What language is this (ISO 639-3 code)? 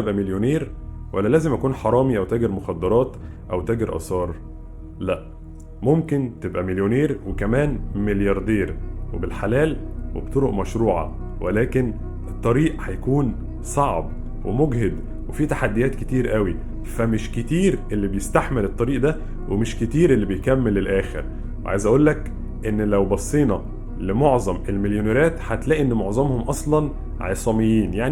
arz